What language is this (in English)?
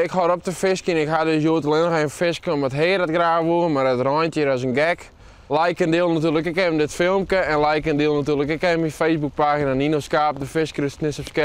Western Frisian